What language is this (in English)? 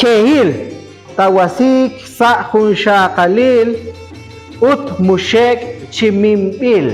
Kekchí